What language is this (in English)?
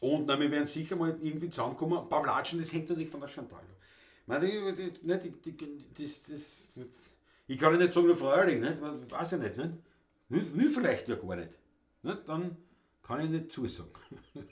Bavarian